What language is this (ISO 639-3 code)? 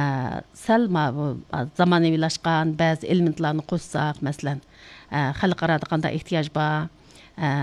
uig